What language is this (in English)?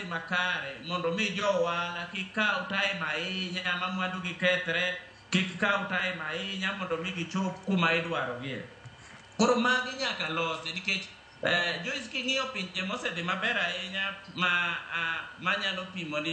Luo (Kenya and Tanzania)